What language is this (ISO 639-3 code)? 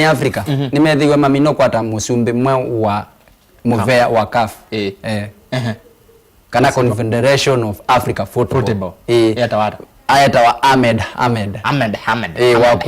kam